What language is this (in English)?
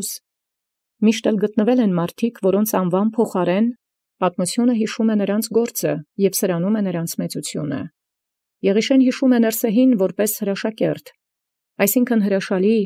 Armenian